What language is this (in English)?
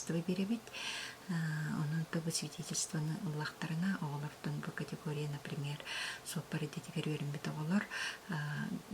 Yakut